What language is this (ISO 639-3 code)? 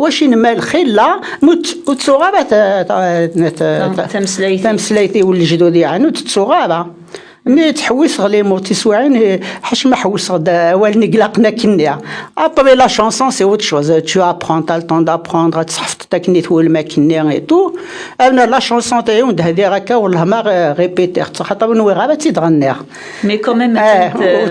kab